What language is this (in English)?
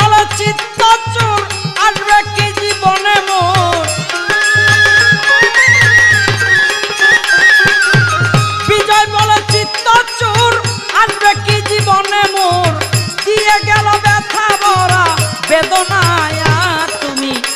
Bangla